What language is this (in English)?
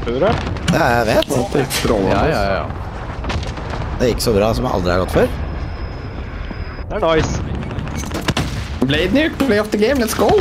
Norwegian